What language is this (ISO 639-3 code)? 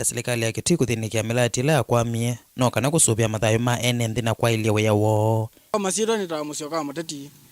kam